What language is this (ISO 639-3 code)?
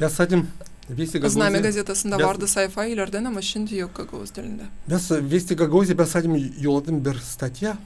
gag